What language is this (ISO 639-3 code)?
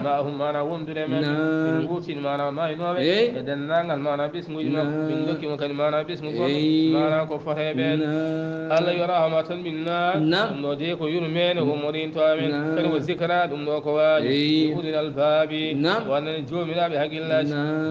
ful